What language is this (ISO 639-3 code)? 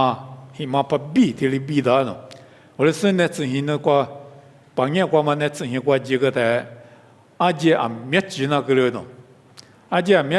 lis